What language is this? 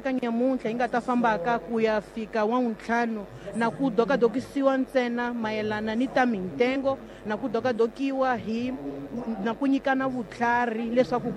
Tsonga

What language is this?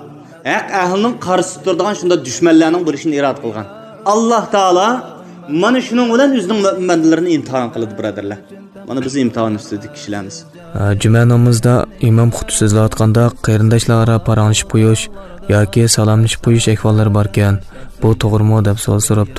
Uyghur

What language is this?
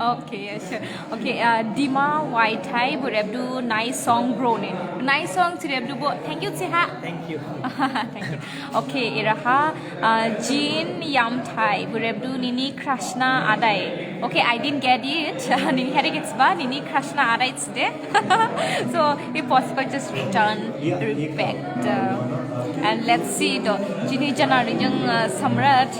Dimasa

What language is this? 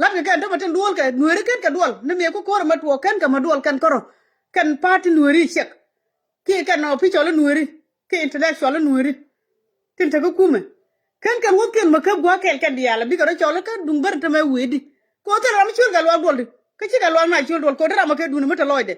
Nuer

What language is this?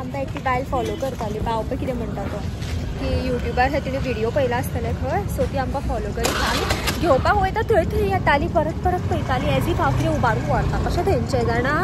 Konkani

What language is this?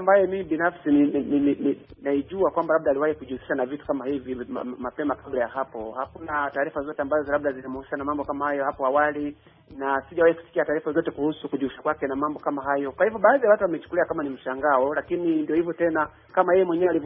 Swahili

